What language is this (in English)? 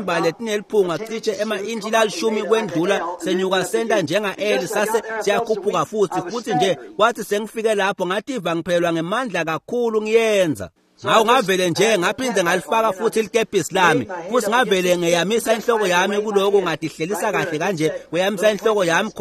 Swati